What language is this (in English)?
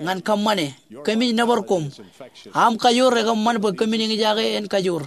Marshallese